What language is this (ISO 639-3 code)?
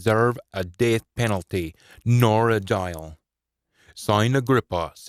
sco